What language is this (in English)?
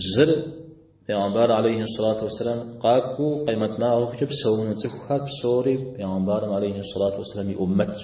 Kabardian